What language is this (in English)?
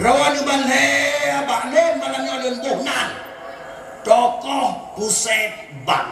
Achinese